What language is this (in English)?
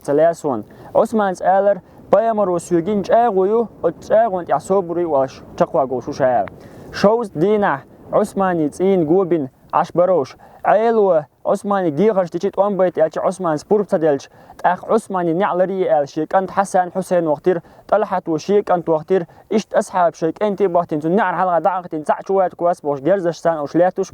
Chechen